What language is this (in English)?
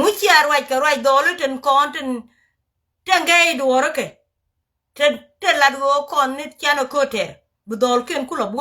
Nuer